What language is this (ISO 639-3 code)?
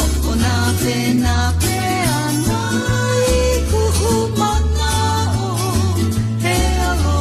haw